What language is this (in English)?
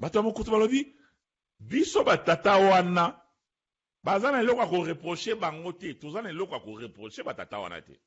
Lingala